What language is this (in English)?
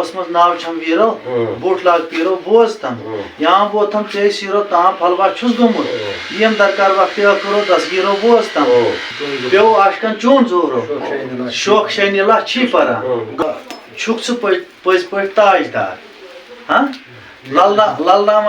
Kashmiri